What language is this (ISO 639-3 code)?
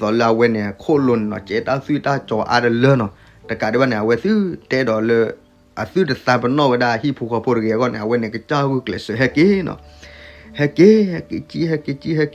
ksw